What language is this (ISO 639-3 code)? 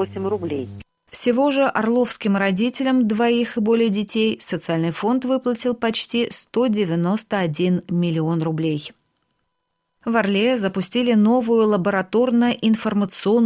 rus